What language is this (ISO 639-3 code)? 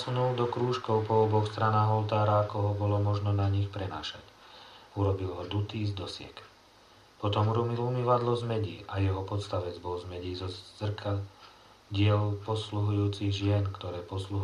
slk